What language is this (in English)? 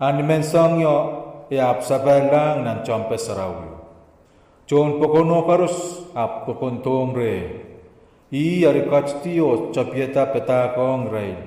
Pohnpeian